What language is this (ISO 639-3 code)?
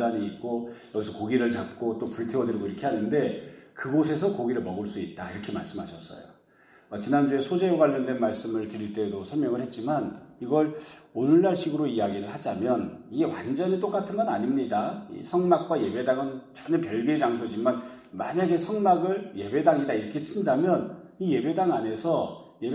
kor